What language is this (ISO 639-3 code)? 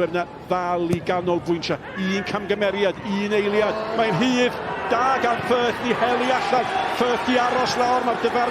cym